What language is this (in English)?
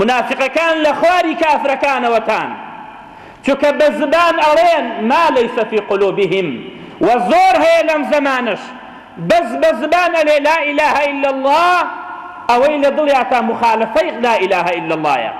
Central Kurdish